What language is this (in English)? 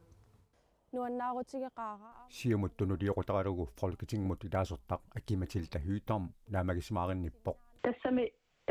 Kalaallisut